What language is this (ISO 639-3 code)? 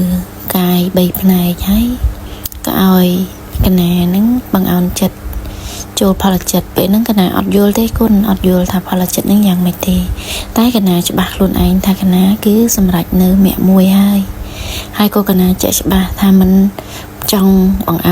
khm